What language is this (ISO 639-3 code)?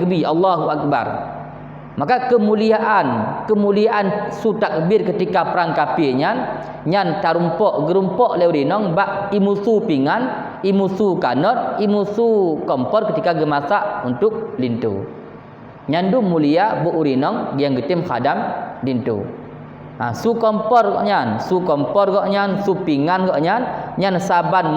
ace